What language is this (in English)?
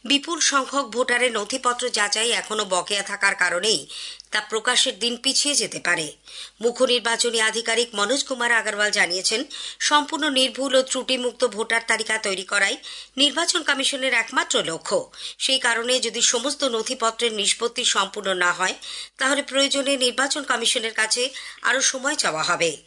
Bangla